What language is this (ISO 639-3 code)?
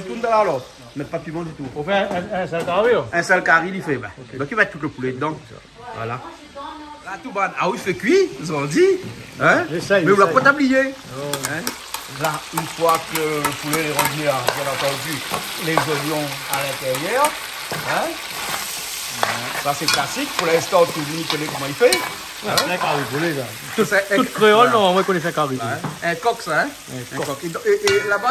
rcf